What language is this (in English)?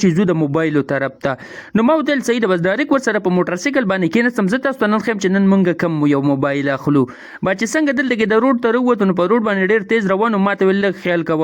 Pashto